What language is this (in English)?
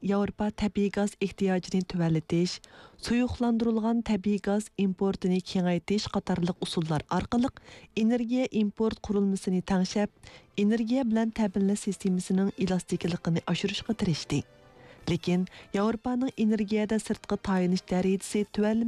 Uyghur